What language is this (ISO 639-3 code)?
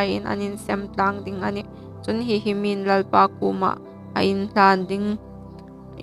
hmr